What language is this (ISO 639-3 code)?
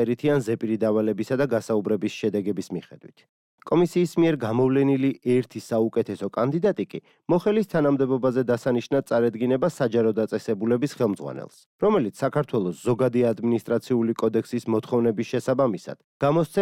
kat